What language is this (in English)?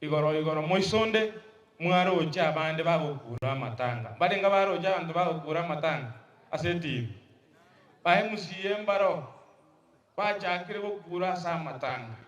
Gusii